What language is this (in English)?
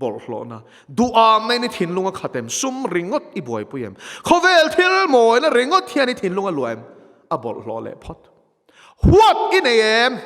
Mizo